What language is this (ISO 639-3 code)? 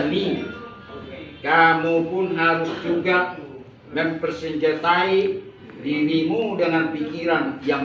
ind